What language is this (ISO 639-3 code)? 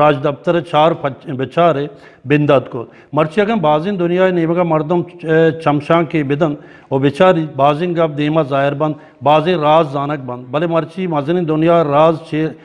bgp